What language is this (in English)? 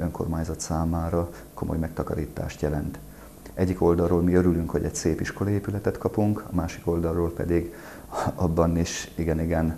Hungarian